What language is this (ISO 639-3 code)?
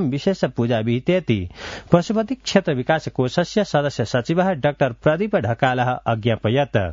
san